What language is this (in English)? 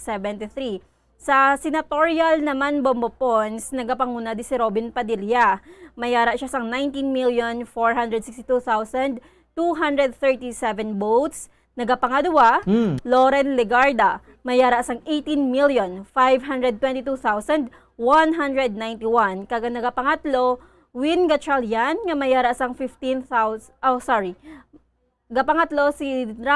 Hiligaynon